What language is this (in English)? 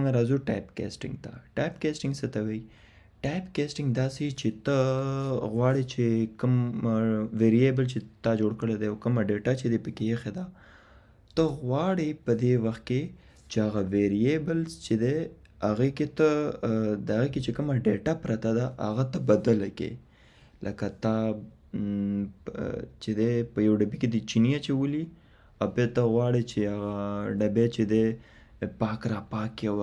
Pashto